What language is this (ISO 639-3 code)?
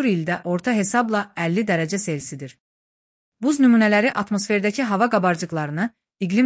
aze